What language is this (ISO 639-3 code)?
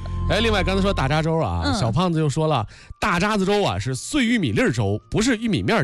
zho